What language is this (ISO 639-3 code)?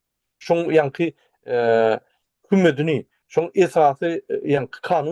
tuk